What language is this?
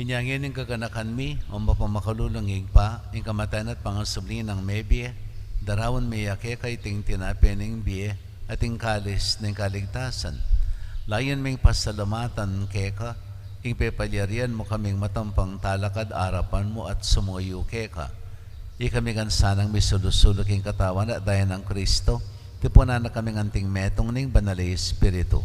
Pampanga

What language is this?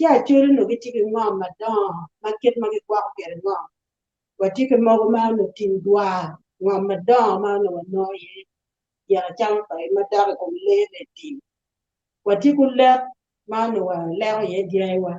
Acoli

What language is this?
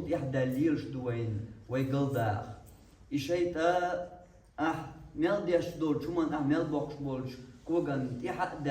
Chechen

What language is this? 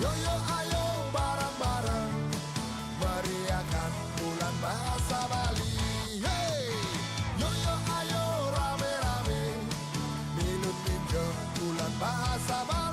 Balinese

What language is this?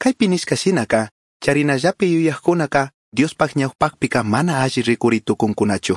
Chimborazo Highland Quichua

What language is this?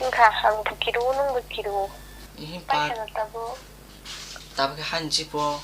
Kok Borok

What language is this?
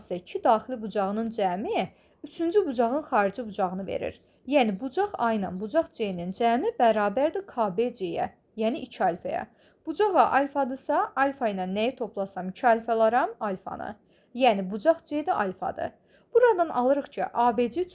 Azerbaijani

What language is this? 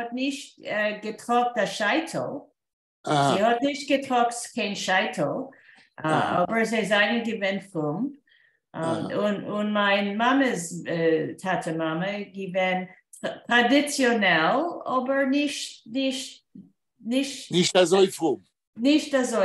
Yiddish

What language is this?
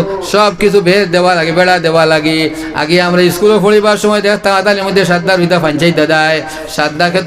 Sylheti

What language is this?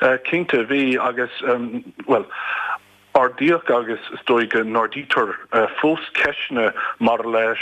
Irish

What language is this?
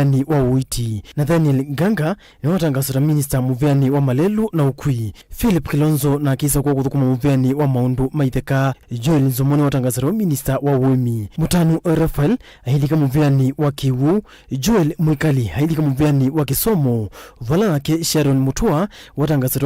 Kamba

